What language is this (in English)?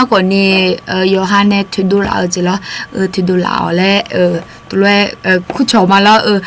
Akha